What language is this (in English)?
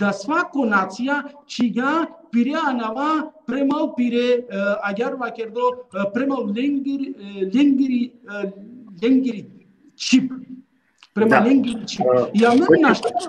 Balkan Romani